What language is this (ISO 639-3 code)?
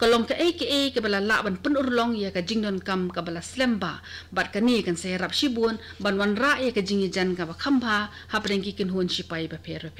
kha